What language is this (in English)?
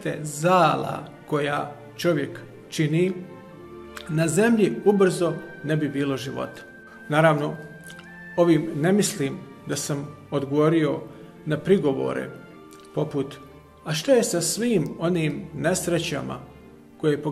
Bosnian